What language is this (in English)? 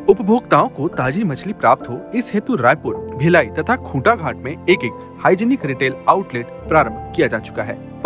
Hindi